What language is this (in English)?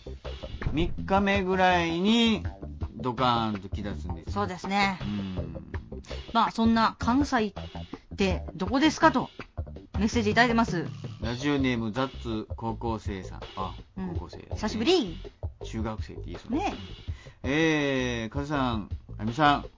Japanese